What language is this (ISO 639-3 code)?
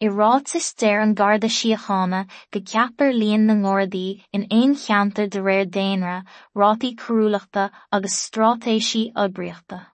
gle